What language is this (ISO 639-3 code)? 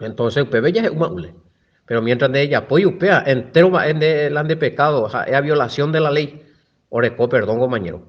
grn